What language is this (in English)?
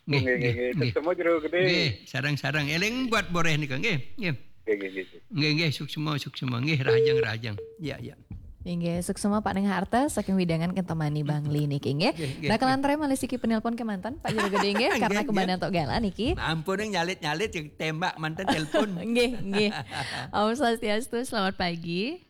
Balinese